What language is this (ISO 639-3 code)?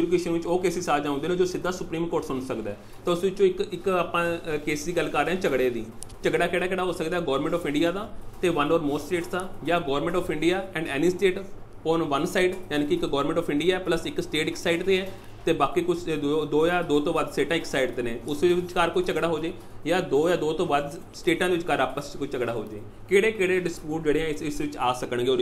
pan